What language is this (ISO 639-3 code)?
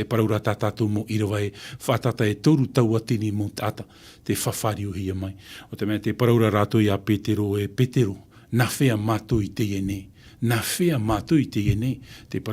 tah